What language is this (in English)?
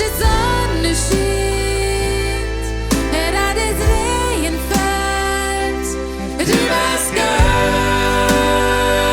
Plautdietsch